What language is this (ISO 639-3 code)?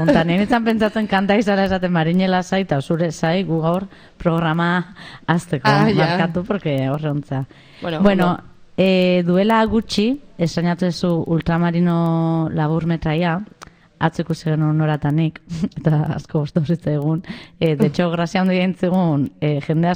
eus